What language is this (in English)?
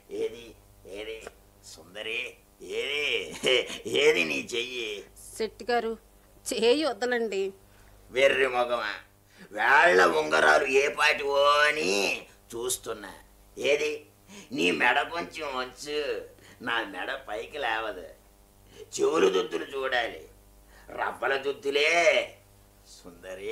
Telugu